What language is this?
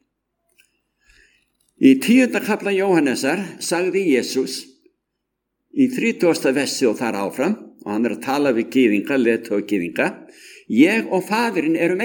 Icelandic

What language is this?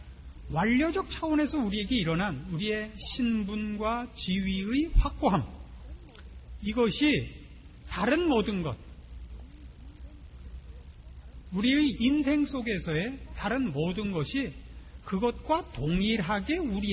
Korean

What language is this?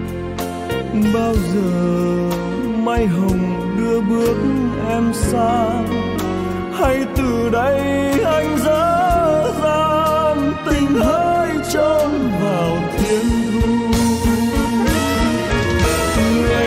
Vietnamese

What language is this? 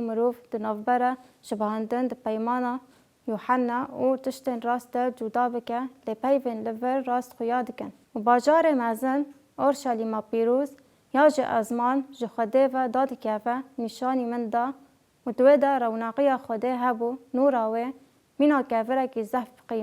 Kurdish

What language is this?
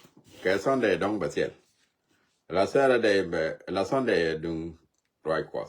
Nuer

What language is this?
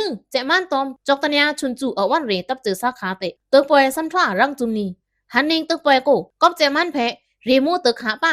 Pa'o Karen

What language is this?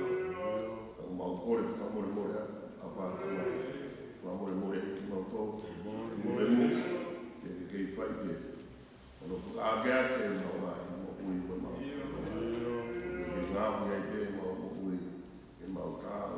Tongan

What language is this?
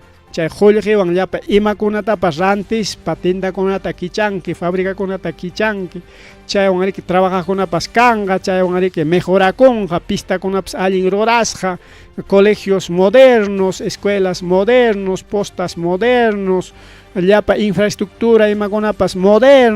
Ayacucho Quechua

